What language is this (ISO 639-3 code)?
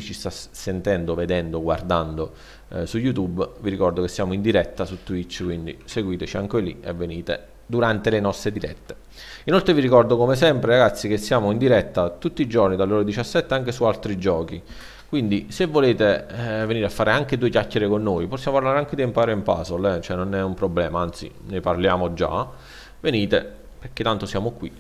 ita